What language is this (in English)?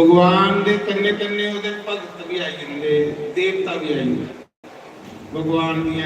Dogri